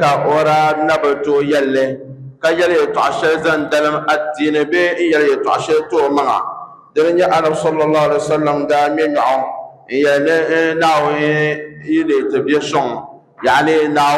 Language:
Dagbani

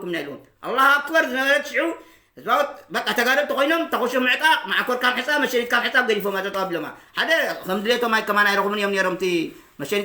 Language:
Tigrinya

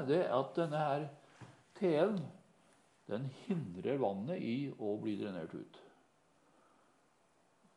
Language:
Norwegian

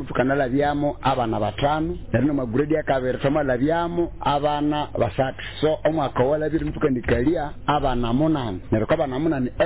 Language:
Nyoro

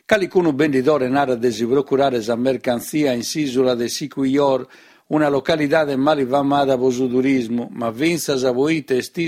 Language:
Sardinian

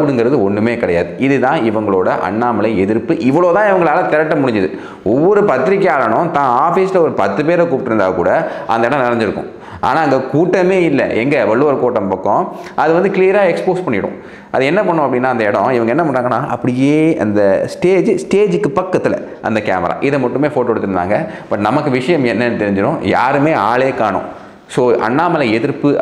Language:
Tamil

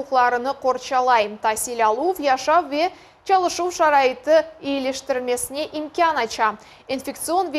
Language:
Crimean Tatar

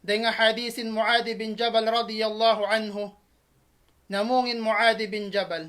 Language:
Tausug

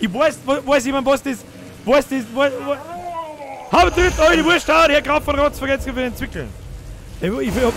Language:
Bavarian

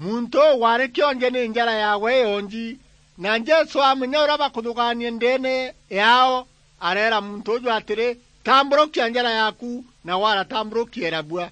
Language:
Meru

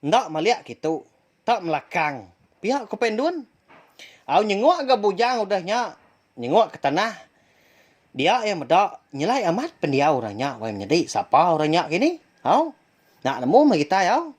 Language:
Iban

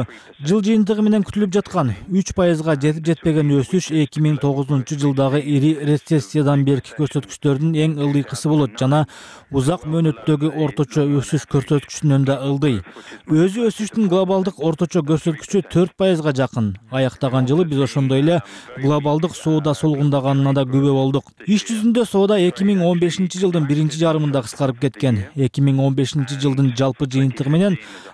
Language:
Kyrgyz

